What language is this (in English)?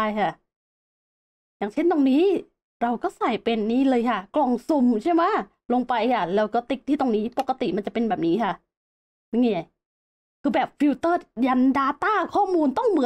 Thai